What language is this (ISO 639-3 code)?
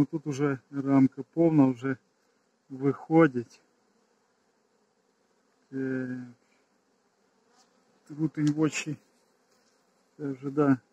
ukr